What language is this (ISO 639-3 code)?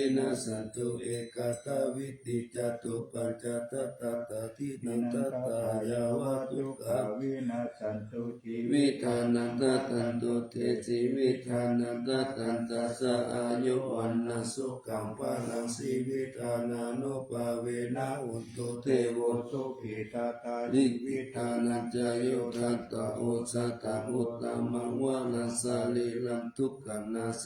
pli